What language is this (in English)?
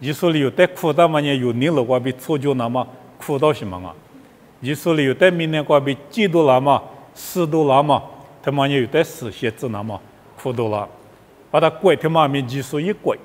Lisu